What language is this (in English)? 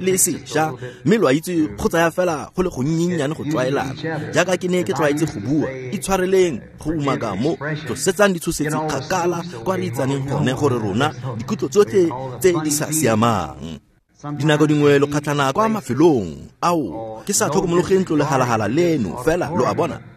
Tswana